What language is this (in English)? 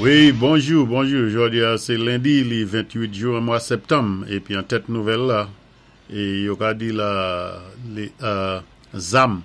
Saint Lucian Creole French